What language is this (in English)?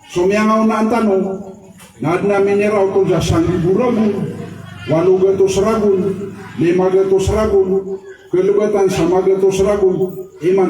Maranao